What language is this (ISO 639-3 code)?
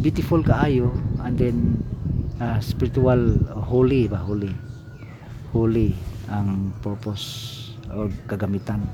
ceb